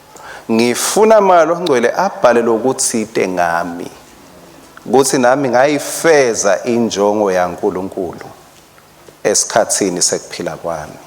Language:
Swati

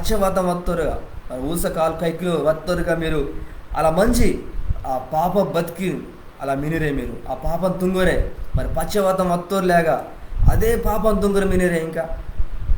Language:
Koya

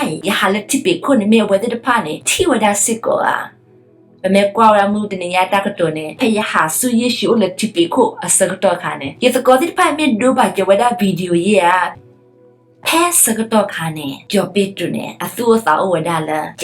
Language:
S'gaw Karen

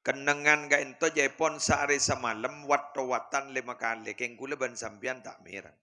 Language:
Madurese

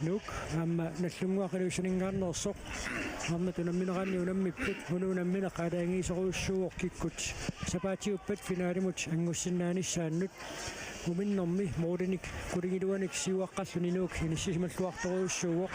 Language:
Kalaallisut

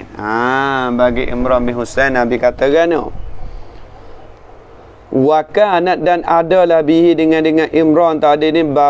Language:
Malay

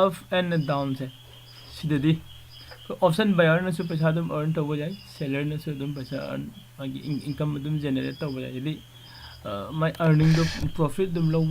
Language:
Manipuri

